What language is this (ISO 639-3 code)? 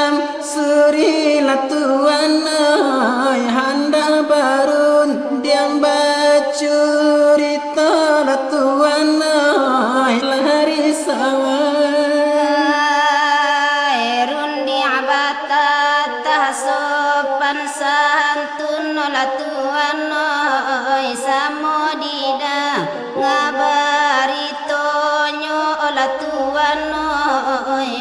min